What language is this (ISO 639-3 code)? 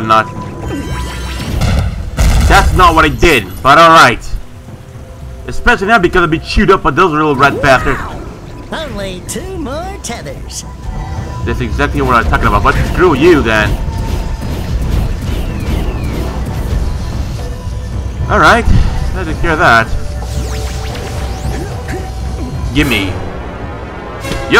eng